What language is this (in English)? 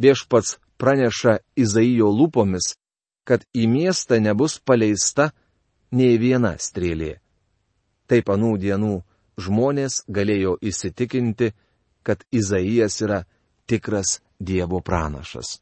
Lithuanian